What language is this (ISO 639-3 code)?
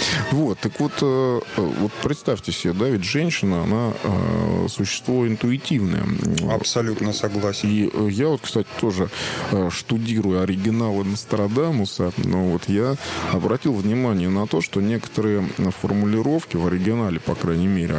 rus